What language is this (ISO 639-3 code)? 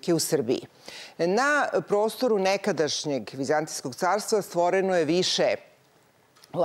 srp